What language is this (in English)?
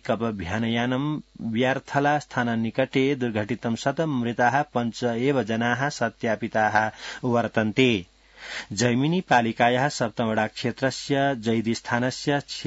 Sanskrit